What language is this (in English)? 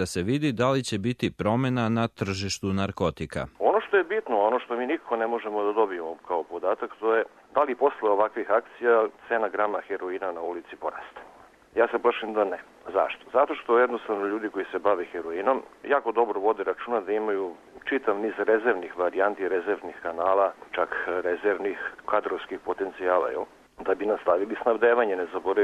Serbian